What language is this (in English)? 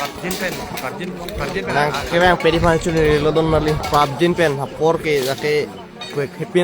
Karbi